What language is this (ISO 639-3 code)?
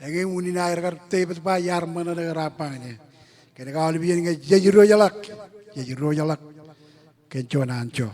mah